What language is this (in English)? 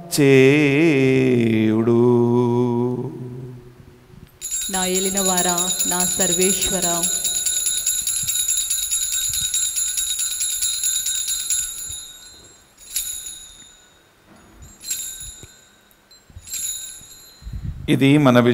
Telugu